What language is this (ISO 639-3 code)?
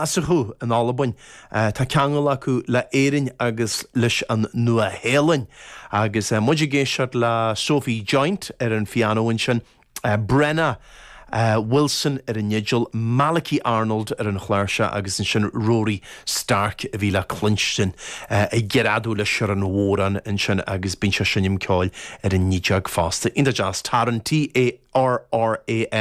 gle